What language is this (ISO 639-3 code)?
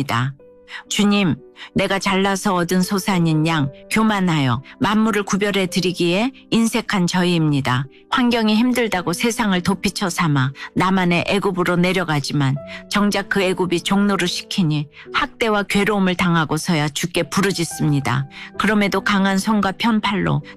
kor